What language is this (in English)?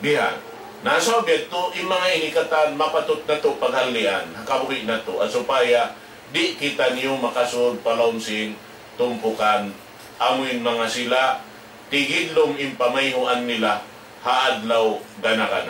Tausug